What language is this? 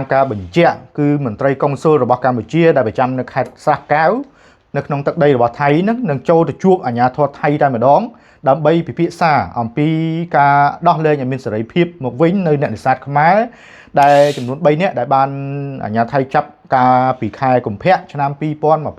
Khmer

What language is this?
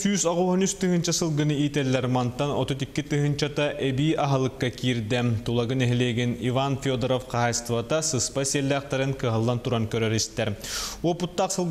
Yakut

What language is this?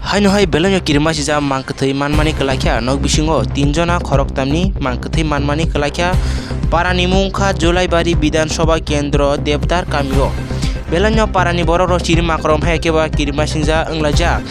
Kok Borok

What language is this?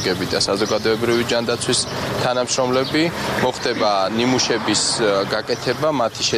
Georgian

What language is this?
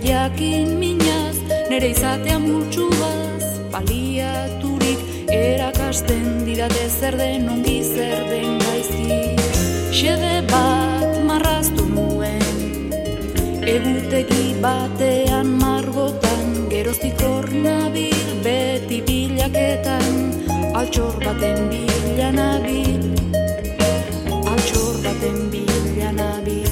Basque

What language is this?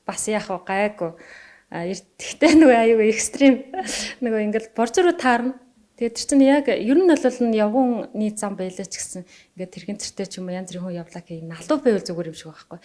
Mongolian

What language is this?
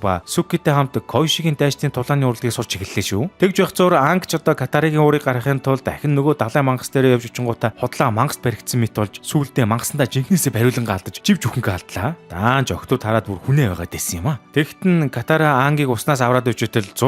Mongolian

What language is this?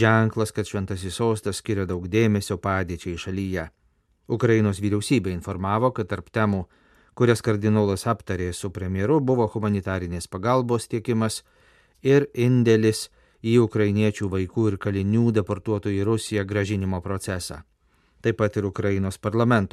Lithuanian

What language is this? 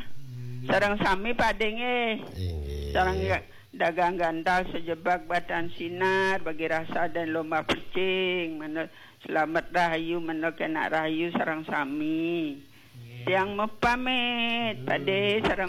Balinese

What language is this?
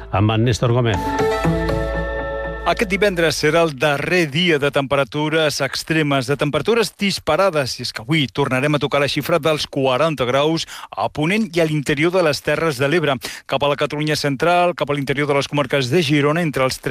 Catalan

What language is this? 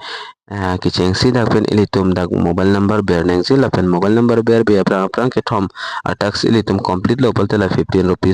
Karbi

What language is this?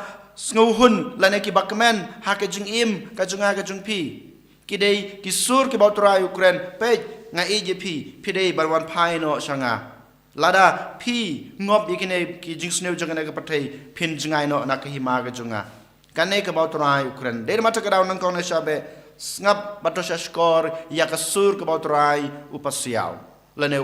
Khasi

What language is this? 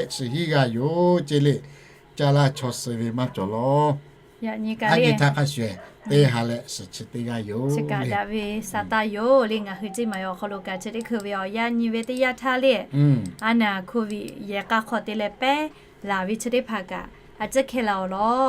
Lahu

